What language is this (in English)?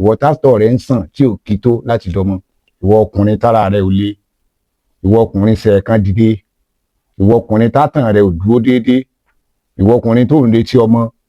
Yoruba